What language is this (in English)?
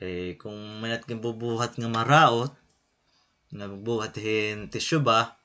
Waray